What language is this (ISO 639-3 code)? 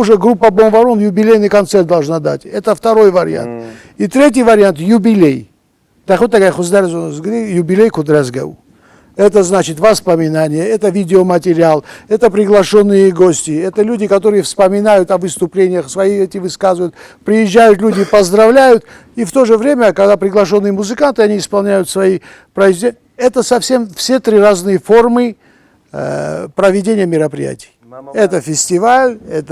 oss